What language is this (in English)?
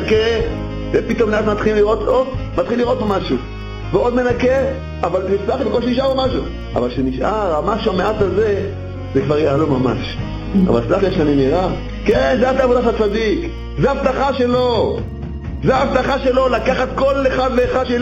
Hebrew